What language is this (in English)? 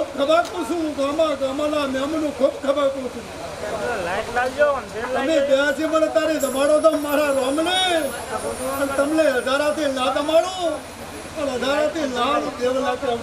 Gujarati